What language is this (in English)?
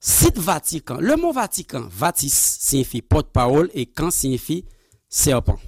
Haitian Creole